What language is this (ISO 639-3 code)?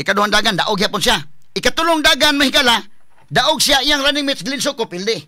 ceb